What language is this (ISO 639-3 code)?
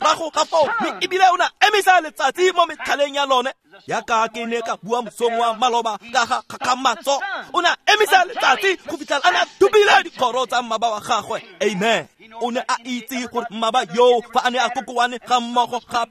tsn